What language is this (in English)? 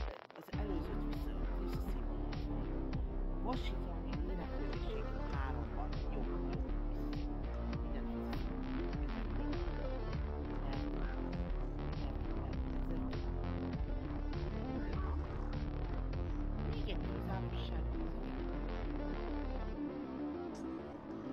Hungarian